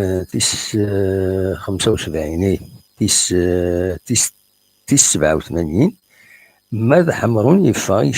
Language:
Kabyle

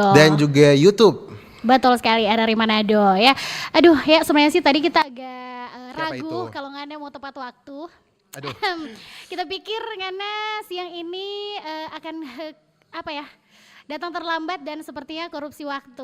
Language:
Manado Malay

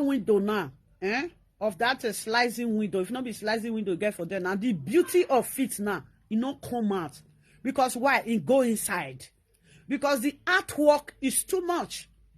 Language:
Nigerian Pidgin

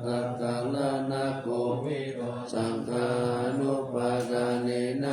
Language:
Pali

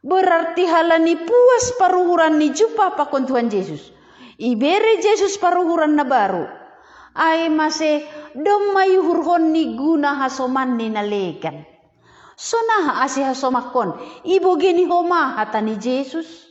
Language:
Batak Simalungun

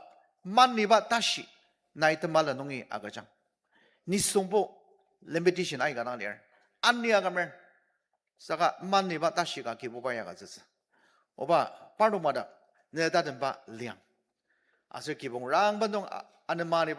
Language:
Ao Naga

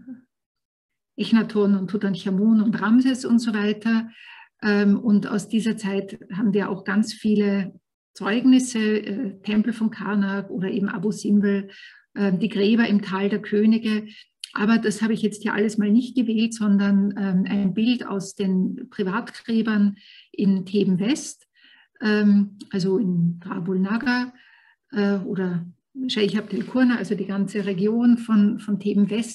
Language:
German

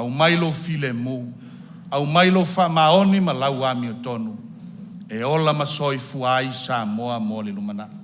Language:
Samoan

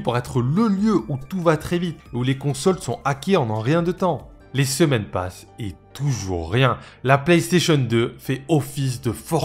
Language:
French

